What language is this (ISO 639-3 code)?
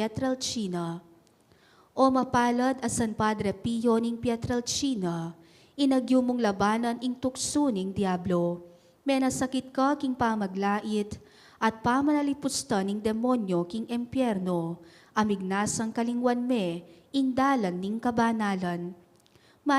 pam